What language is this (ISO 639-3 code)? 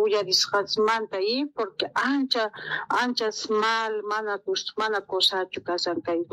quh